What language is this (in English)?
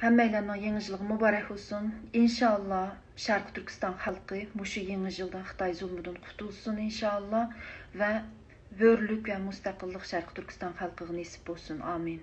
Uyghur